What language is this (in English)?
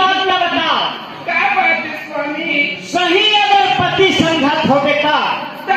Chhattisgarhi